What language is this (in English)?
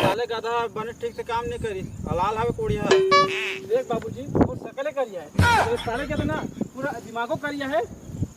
Chhattisgarhi